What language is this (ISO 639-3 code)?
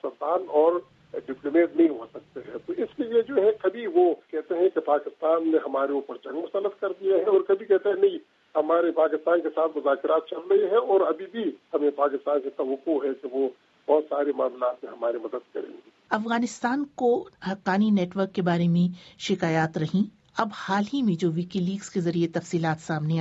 urd